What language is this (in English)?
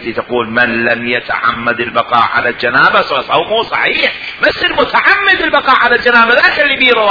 Mesopotamian Arabic